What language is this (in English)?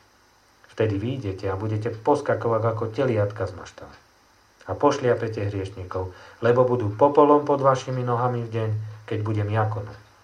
Slovak